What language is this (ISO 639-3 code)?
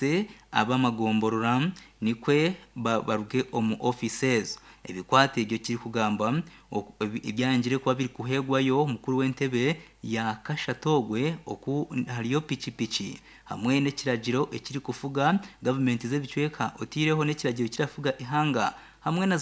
nyn